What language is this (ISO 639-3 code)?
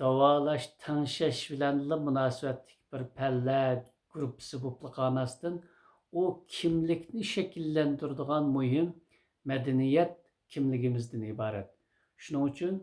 uig